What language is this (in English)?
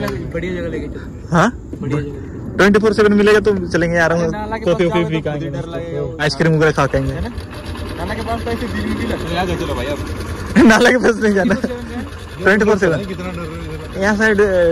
Hindi